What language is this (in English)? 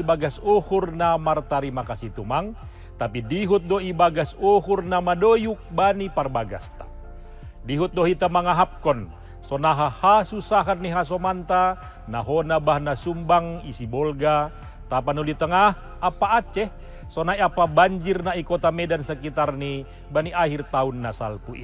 Batak Simalungun